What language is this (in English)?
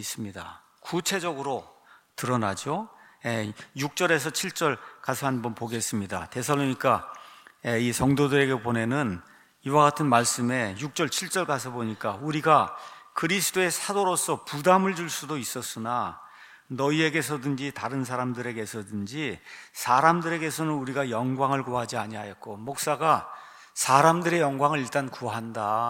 Korean